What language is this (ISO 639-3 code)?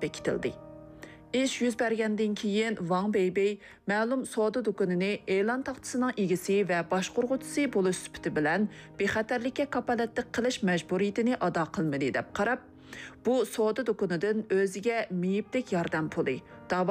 uig